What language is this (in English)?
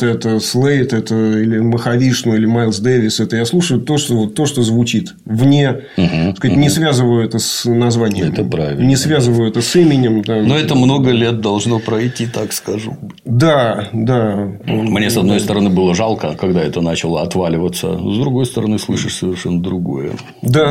Russian